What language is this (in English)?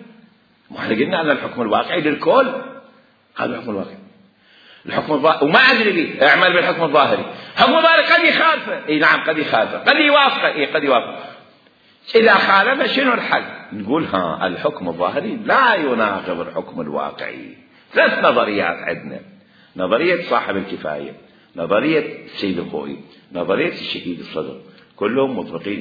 Mesopotamian Arabic